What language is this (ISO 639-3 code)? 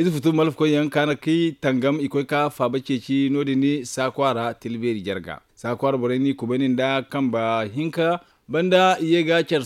dje